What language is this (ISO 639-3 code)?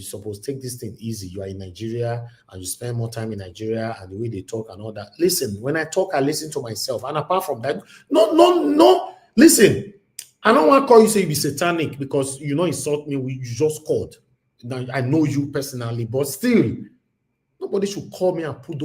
pcm